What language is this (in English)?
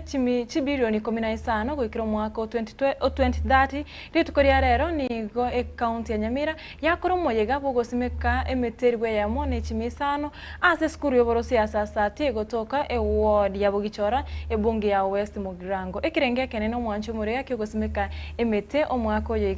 Gusii